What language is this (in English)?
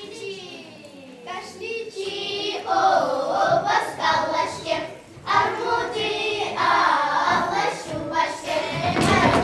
Chuvash